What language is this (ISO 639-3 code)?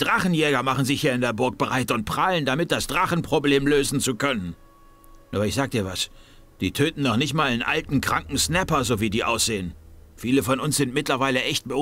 bar